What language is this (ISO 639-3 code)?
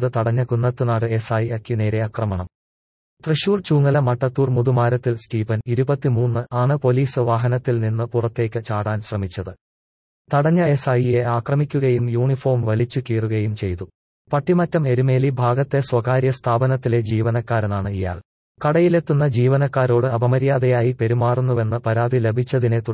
mal